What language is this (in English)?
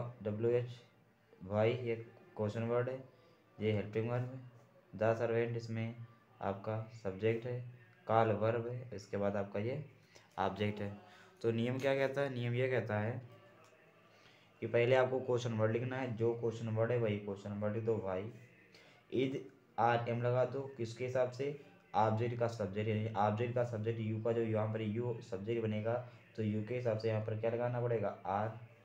Hindi